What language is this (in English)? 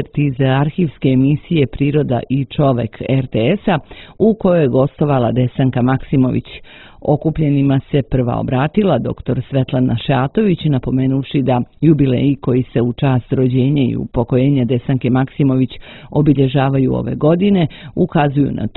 Serbian